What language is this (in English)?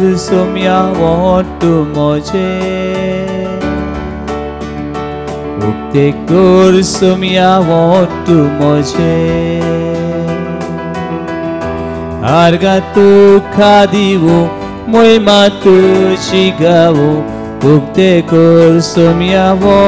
Konkani